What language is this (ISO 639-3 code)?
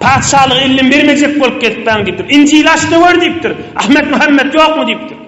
tuk